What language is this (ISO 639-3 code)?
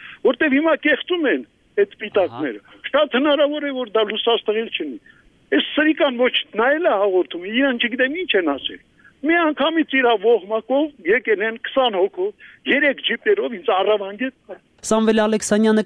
hye